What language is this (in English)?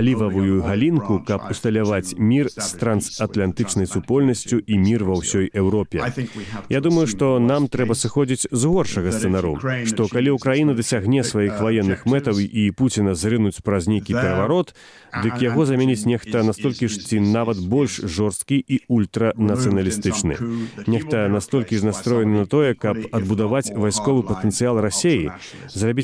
Belarusian